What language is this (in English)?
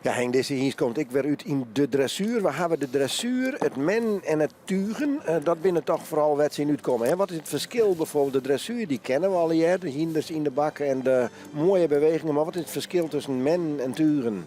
Western Frisian